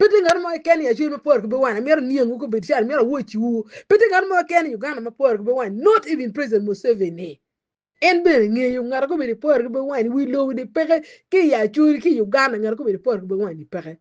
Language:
Acoli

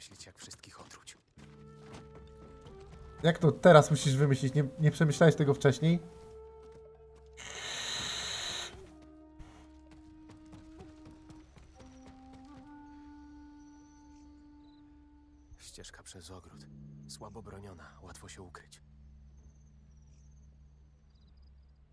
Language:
Polish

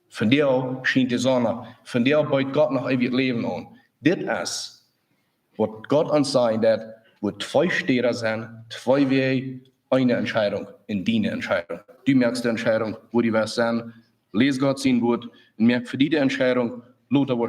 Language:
Plautdietsch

